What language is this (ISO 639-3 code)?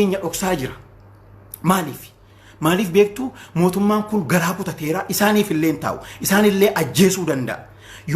orm